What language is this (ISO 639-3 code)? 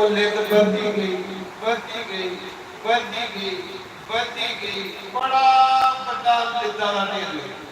doi